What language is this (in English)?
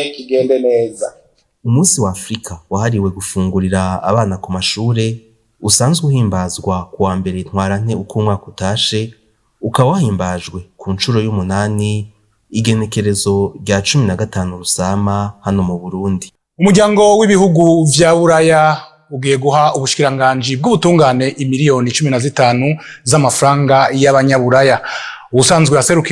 Rundi